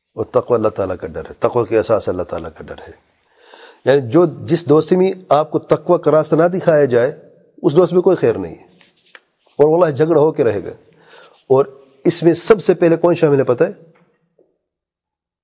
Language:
Urdu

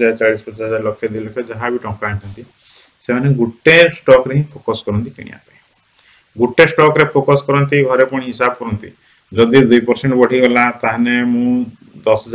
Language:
Odia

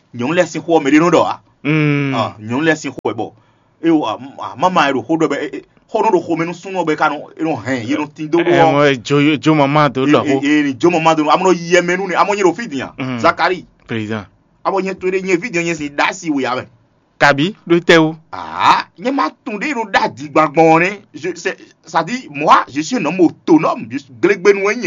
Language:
Fon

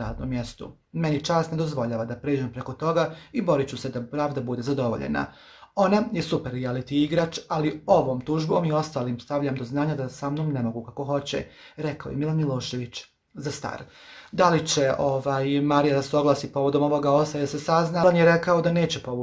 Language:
Croatian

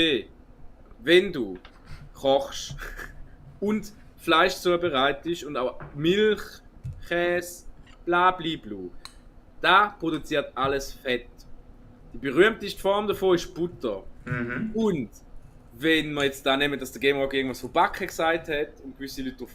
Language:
Swiss German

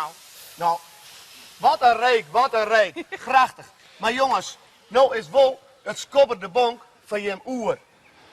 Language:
Western Frisian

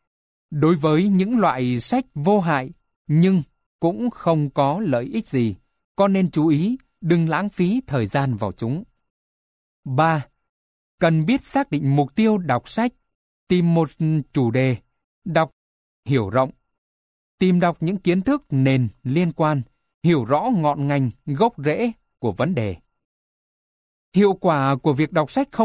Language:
Vietnamese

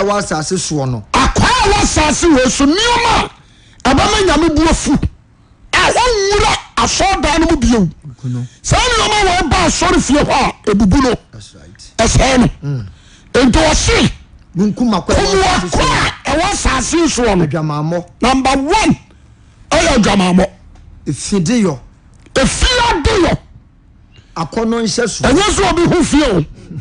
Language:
Akan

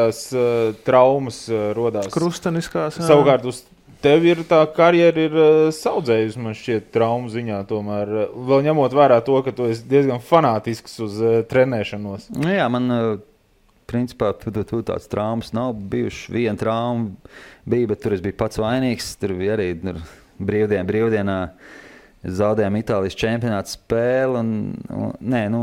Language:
Latvian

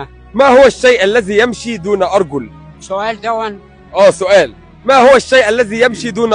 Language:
Egyptian Arabic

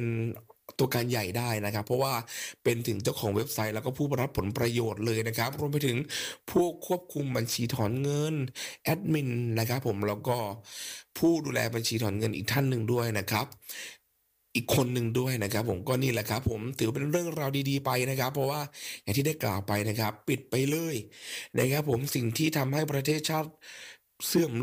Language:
Thai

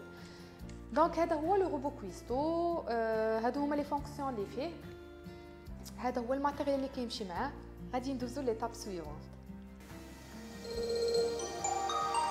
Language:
Moroccan Arabic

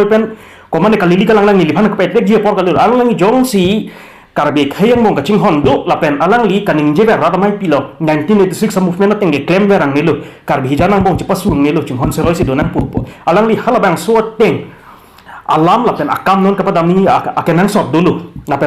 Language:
Karbi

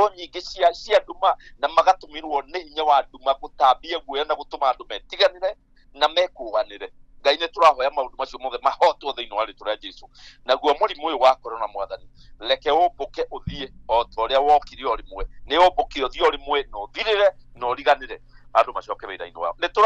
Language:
Kikuyu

